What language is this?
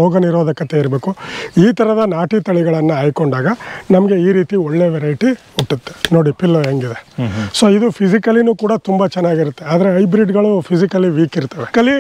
Kannada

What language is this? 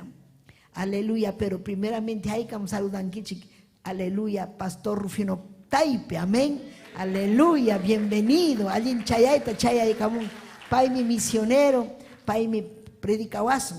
Ayacucho Quechua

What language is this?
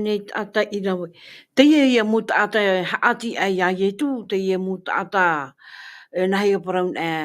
Tahitian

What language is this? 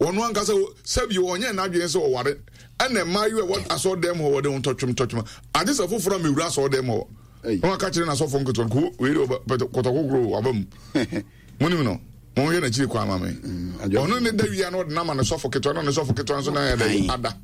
Akan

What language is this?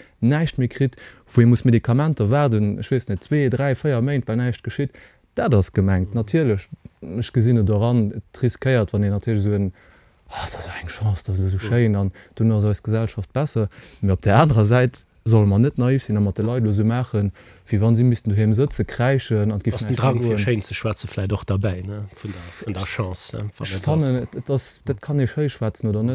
Luxembourgish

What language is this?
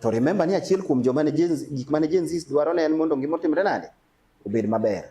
Luo (Kenya and Tanzania)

